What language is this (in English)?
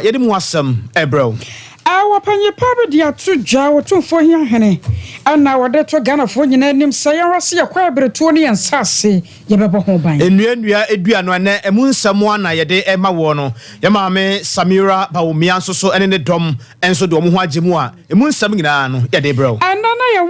Akan